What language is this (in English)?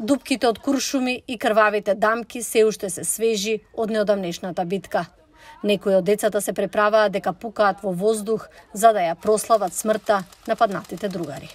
Macedonian